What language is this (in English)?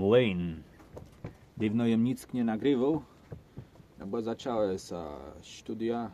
Kashubian